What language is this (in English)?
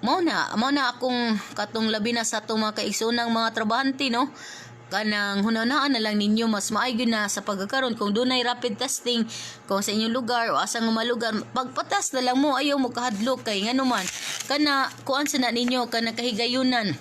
Cebuano